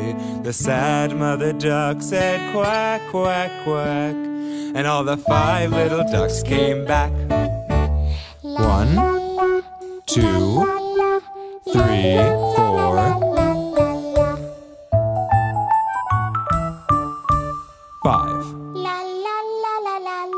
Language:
English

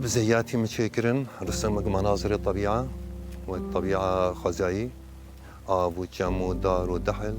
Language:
Kurdish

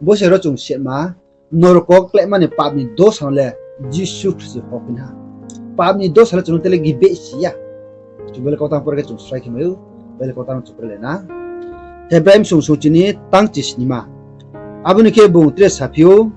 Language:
Riang (India)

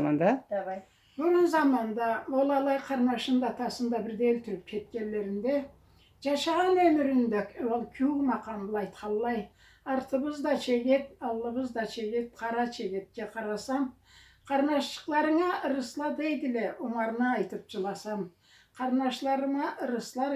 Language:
Karachay-Balkar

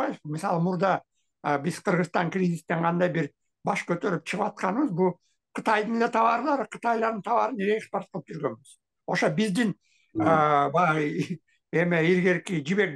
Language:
Kyrgyz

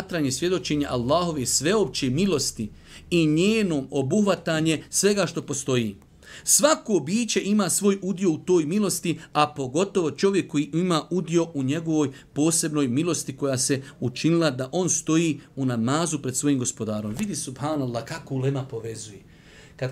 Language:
Bosnian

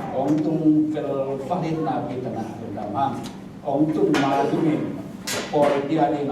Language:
Tedim Chin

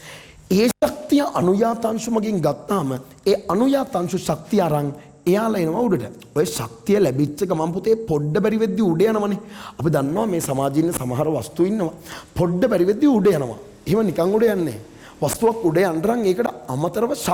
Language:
Sinhala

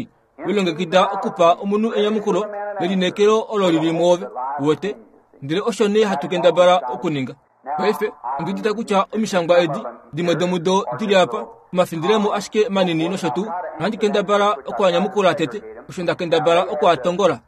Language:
Kuanyama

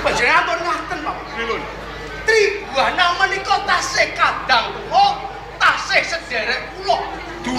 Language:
Javanese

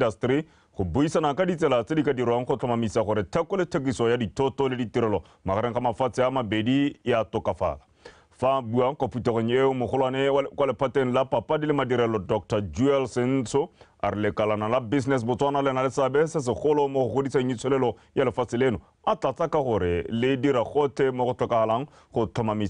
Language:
Tswana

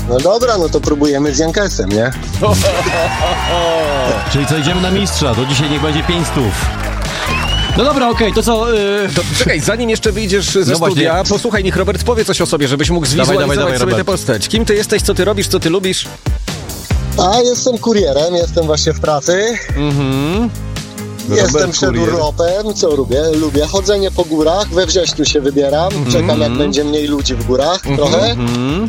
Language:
Polish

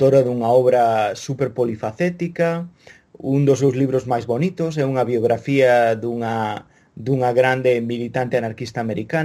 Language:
Galician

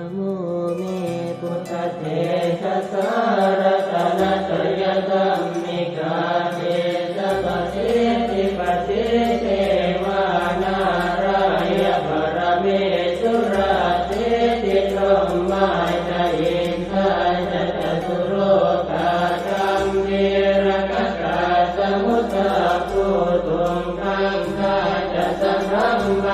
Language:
Pali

